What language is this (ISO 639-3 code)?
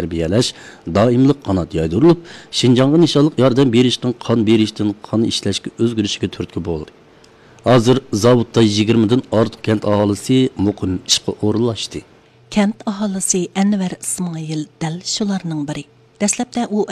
uig